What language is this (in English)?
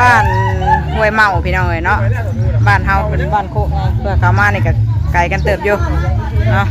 Northeastern Thai